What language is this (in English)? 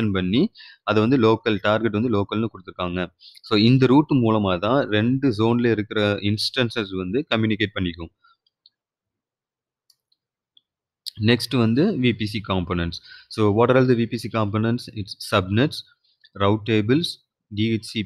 Tamil